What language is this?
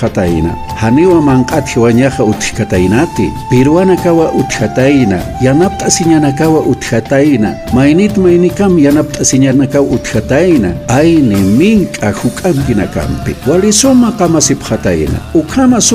Aymara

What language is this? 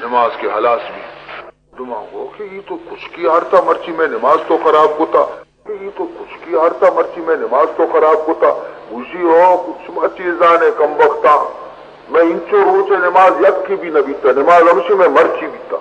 Baluchi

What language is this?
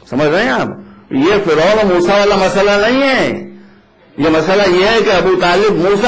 Urdu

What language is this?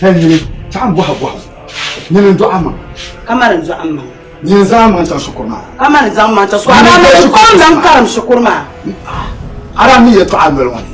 Dagbani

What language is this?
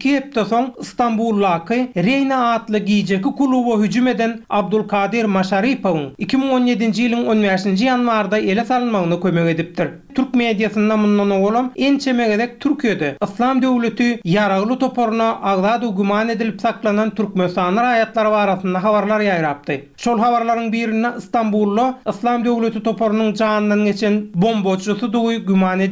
Turkmen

